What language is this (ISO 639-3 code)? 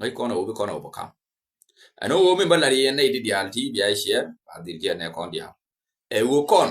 nus